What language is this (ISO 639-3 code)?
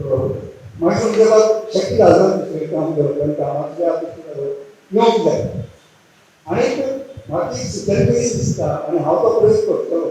kok